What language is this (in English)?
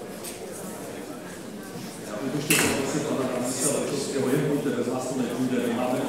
Czech